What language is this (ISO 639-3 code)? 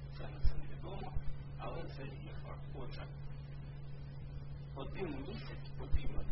ukr